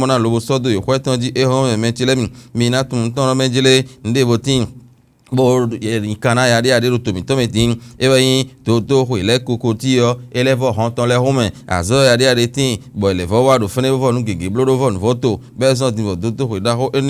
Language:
Fon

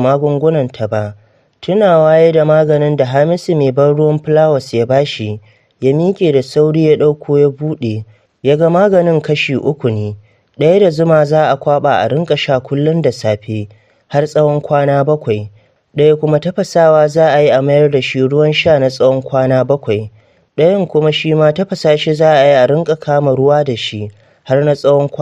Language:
Hausa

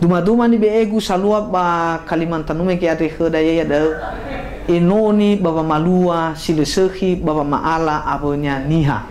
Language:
Nias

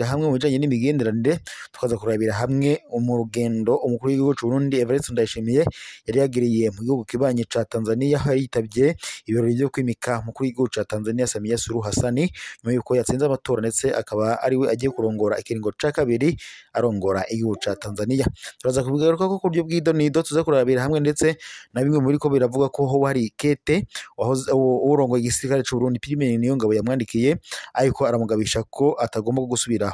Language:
Rundi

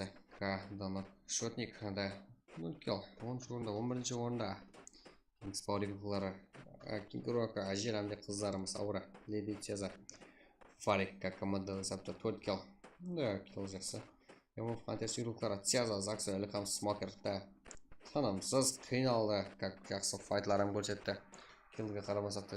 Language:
Kara-Kalpak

